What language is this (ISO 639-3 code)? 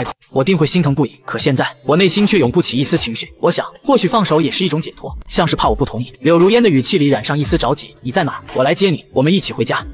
zho